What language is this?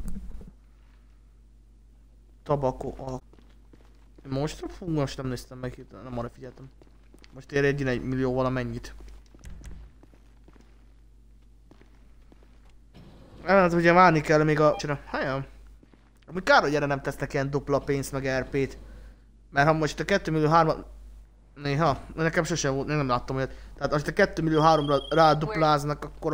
Hungarian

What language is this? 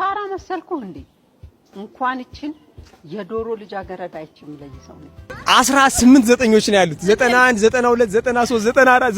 Amharic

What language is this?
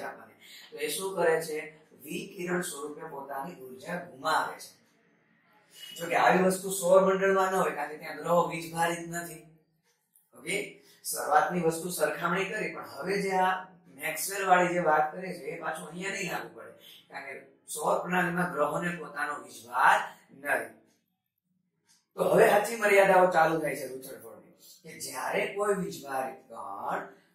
Gujarati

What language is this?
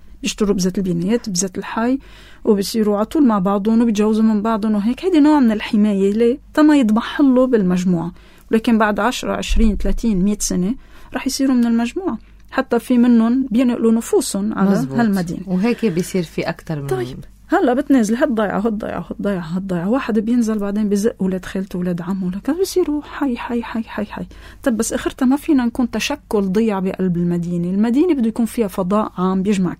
North Levantine Arabic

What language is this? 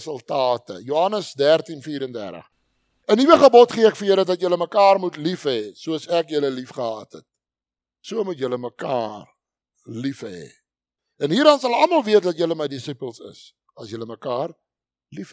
Afrikaans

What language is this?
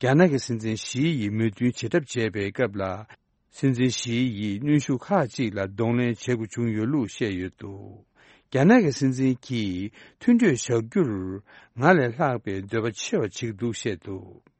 Tibetan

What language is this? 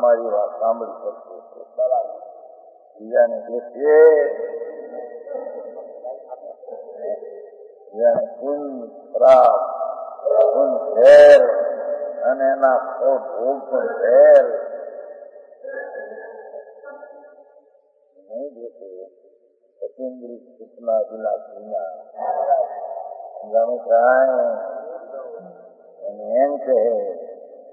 Gujarati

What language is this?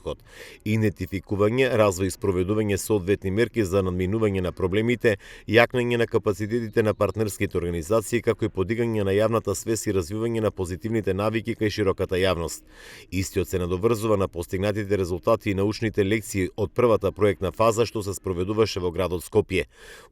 Macedonian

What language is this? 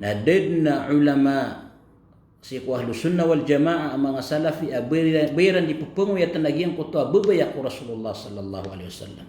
Maranao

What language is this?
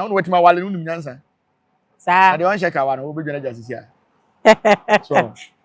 Akan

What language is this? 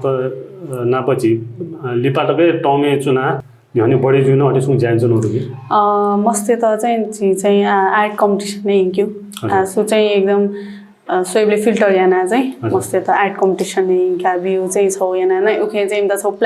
Newari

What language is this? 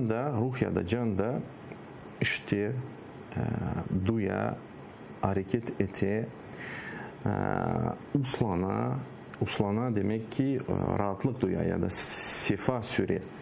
Crimean Tatar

